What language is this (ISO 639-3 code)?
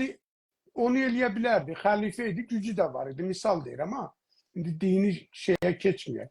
azb